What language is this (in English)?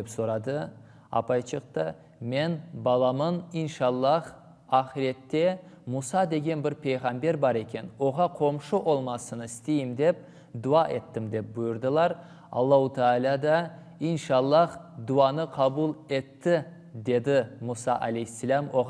Crimean Tatar